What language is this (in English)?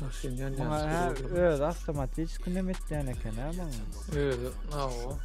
Turkmen